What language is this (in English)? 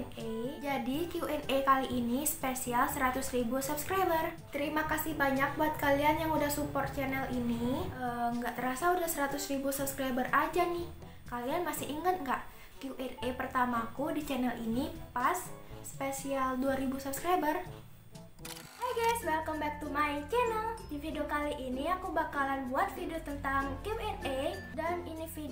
Indonesian